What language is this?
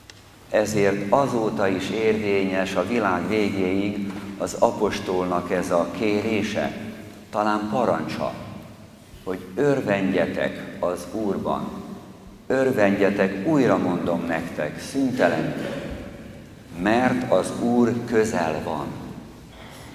Hungarian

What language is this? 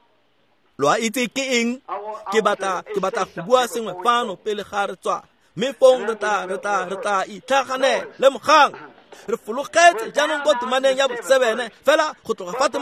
Tswana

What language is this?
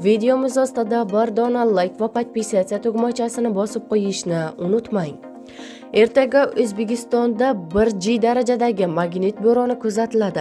Uzbek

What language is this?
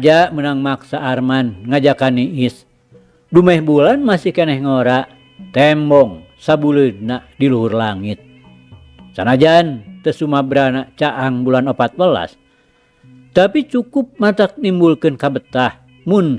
Sundanese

